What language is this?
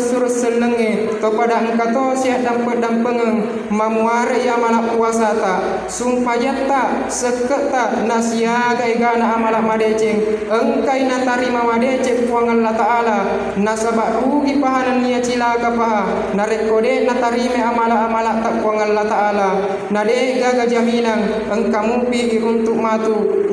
Buginese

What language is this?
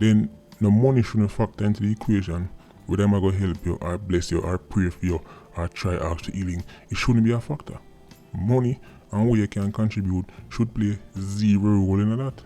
Jamaican Creole English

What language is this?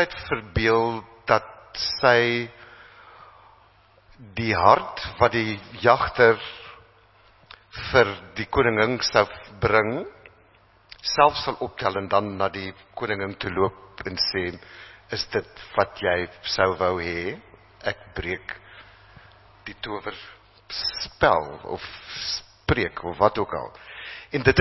Afrikaans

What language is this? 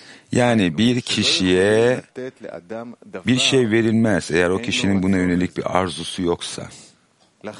Turkish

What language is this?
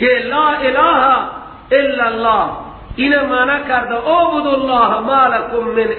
Persian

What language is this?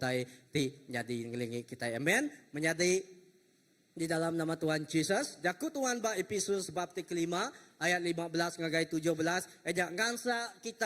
Iban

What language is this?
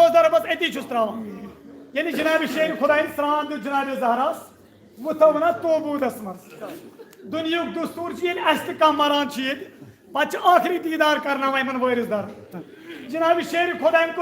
Kashmiri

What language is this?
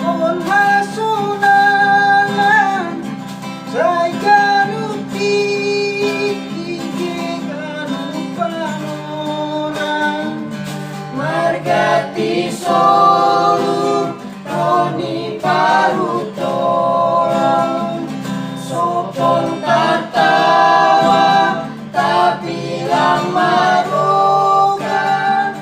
Batak Simalungun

